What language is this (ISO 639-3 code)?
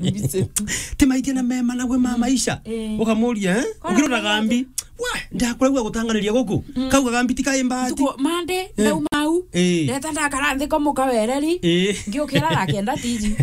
mer